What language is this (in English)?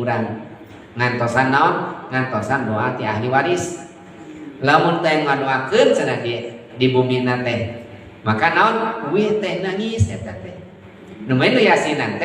Sundanese